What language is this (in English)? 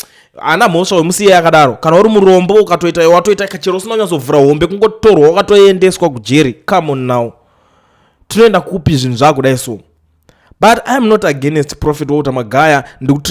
Shona